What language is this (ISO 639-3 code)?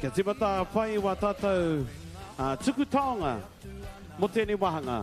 mri